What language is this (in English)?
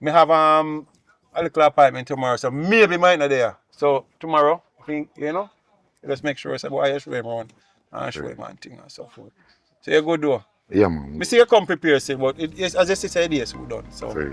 Jamaican Creole English